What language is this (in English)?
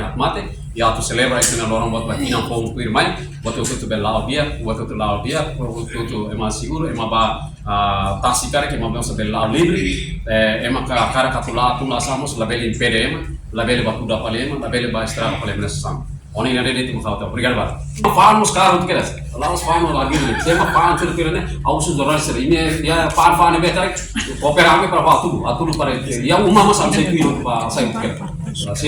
Tetum